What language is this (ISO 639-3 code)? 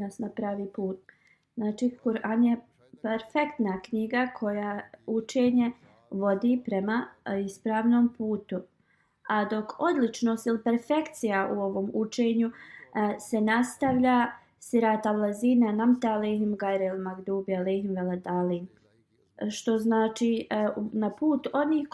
bos